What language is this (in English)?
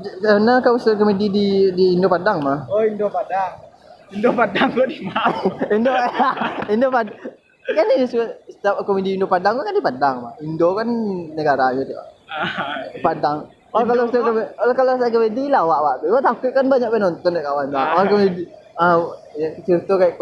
Minangkabau